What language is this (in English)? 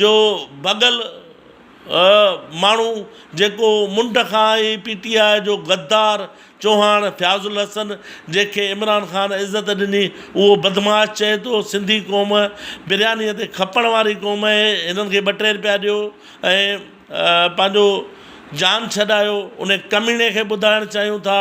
Sindhi